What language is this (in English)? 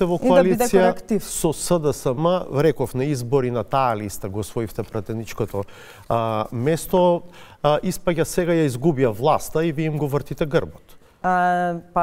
Macedonian